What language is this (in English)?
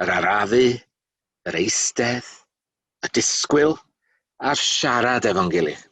Welsh